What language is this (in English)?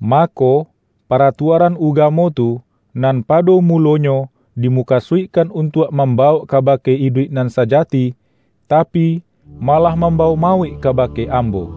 Minangkabau